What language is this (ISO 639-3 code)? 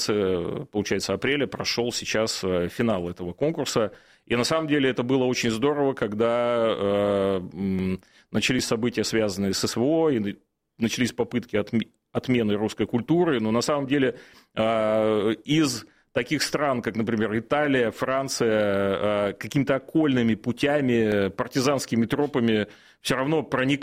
rus